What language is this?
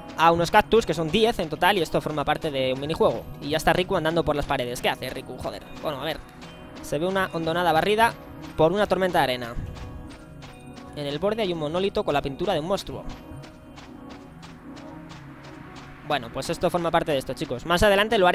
Spanish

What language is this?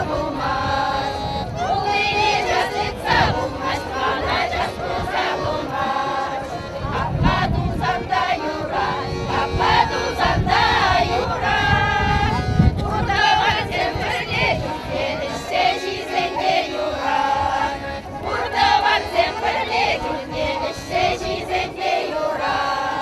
Chuvash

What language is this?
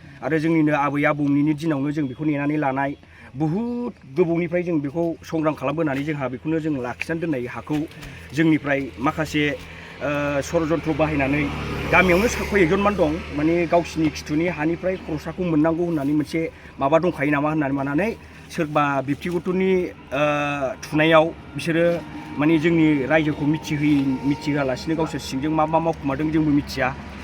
Bodo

